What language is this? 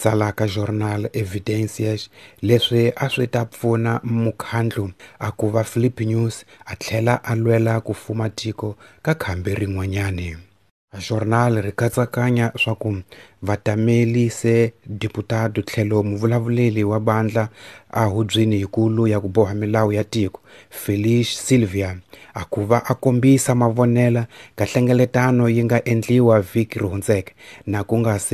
Tsonga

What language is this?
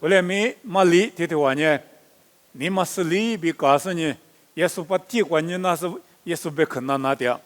Lisu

